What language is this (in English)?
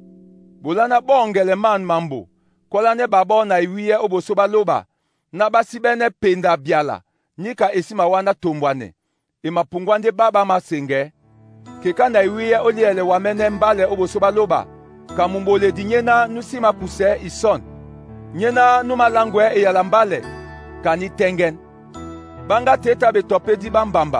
Duala